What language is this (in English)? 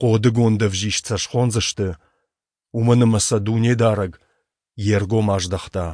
Ossetic